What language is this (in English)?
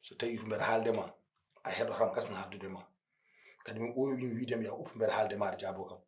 Fula